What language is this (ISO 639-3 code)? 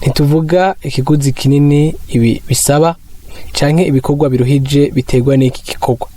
run